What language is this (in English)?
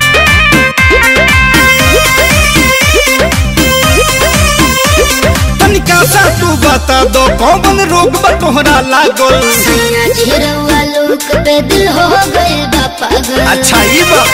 Bhojpuri